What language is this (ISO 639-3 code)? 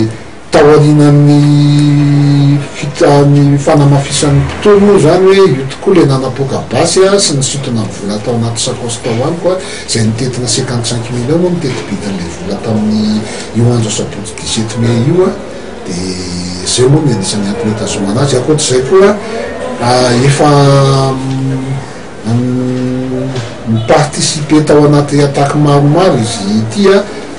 mlg